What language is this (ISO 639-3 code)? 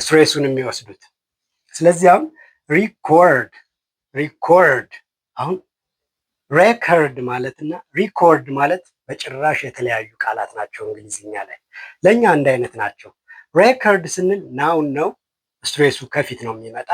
amh